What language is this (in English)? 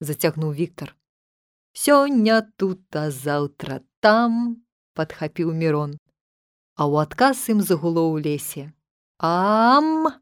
Belarusian